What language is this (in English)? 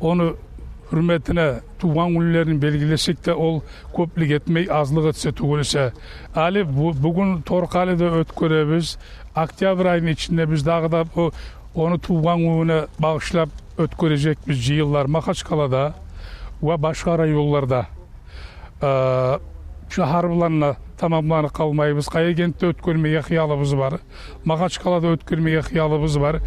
Kumyk